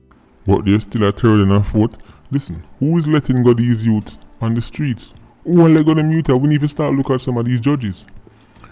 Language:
Jamaican Creole English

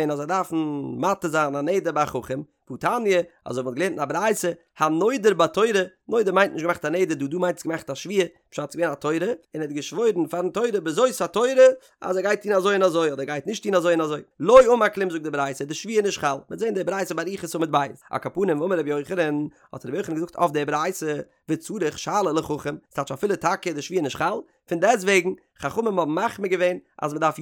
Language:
Yiddish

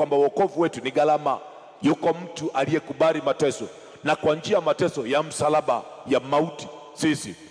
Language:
Swahili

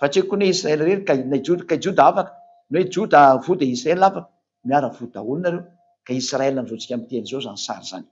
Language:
Malagasy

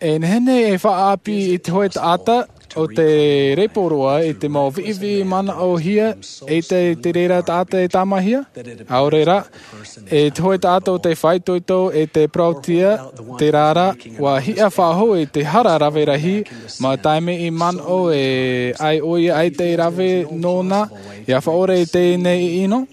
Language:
Tahitian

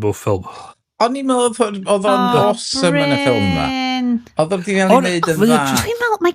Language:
Welsh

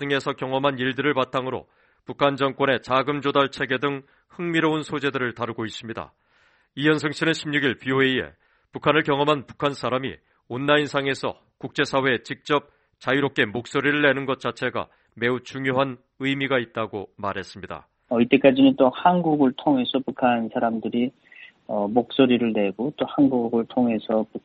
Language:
Korean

